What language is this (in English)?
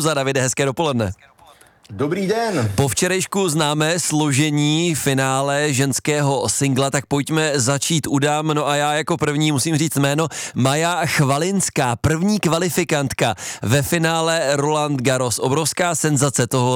Czech